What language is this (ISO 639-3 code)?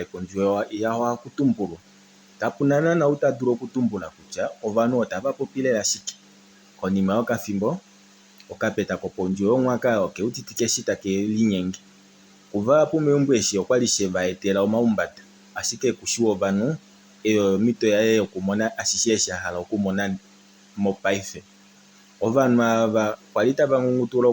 kua